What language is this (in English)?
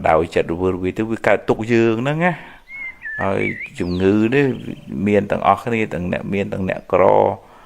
Khmer